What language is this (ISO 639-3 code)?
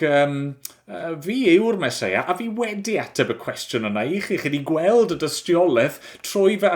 cym